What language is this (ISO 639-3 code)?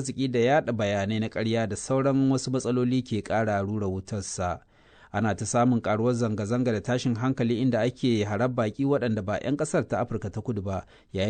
hau